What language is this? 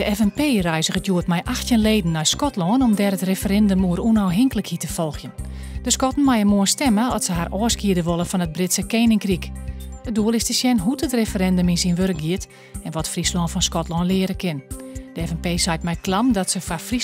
Western Frisian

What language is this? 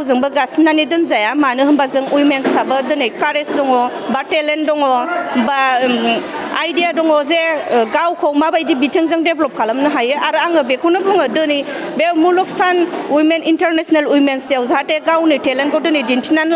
Bodo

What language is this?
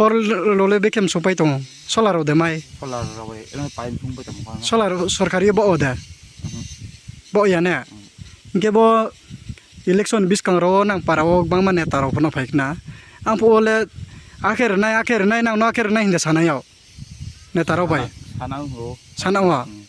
Riang (India)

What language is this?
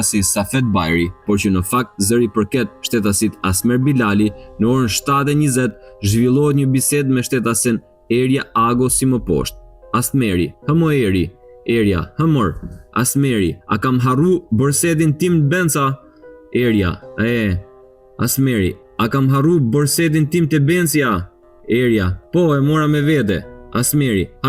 Albanian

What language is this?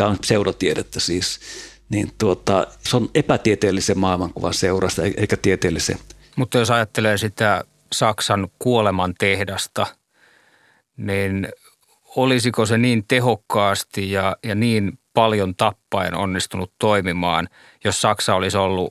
Finnish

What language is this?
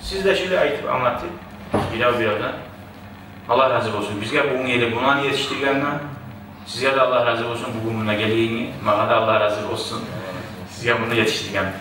Kumyk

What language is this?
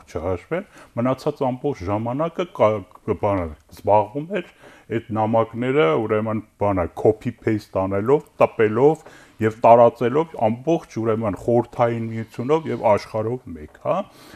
Armenian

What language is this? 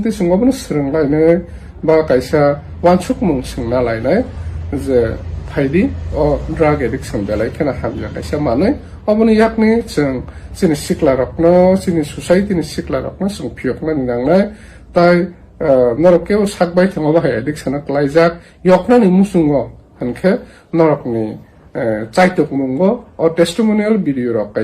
Kok Borok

